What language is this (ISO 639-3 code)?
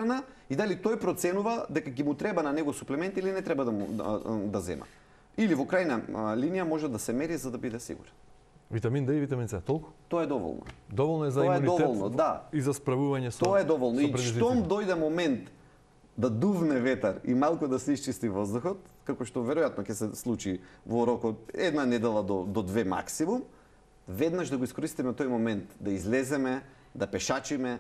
mkd